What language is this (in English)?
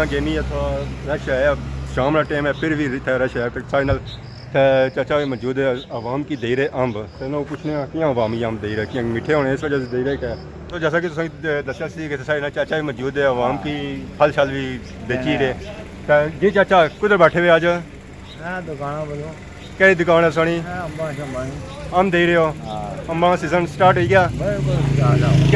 Pahari-Potwari